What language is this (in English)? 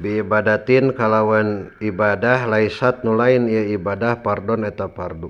Sundanese